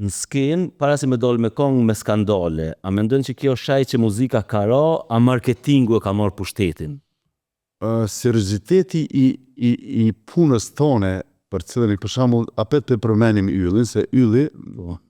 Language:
Albanian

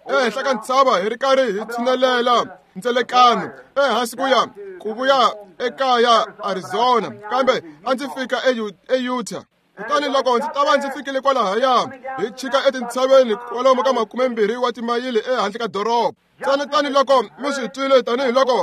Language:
Tsonga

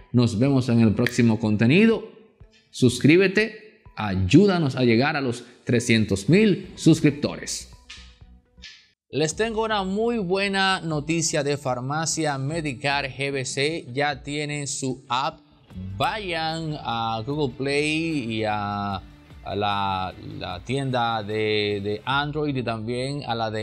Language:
Spanish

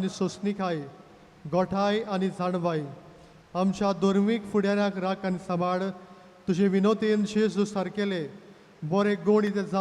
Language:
Konkani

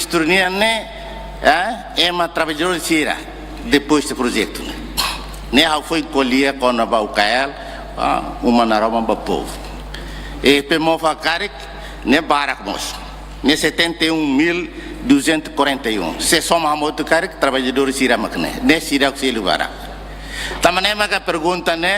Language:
Tetum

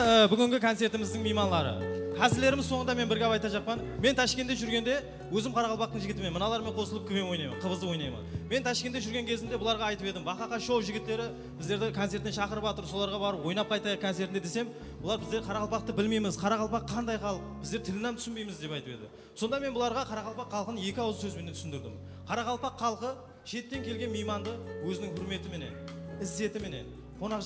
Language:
Kara-Kalpak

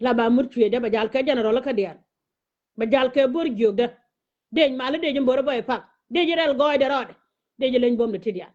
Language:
Nuer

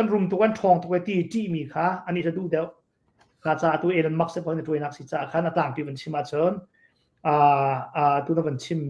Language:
Hakha Chin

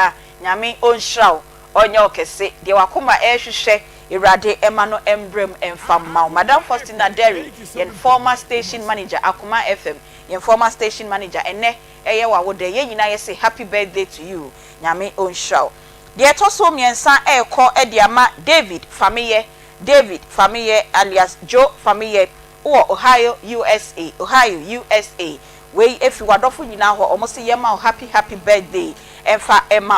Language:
Akan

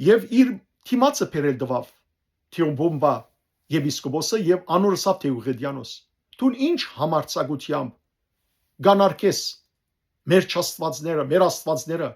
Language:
Western Armenian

